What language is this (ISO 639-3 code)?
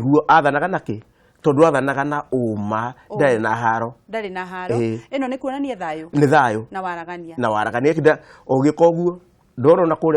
kik